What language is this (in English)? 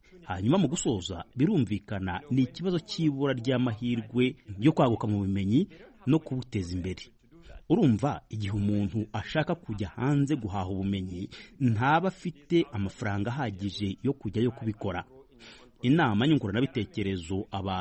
Kinyarwanda